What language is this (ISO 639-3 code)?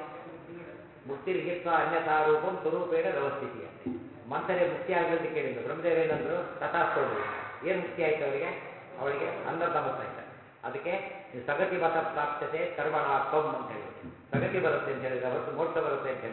kan